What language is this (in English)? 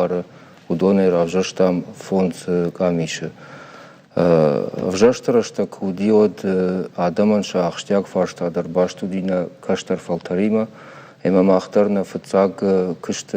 Ossetic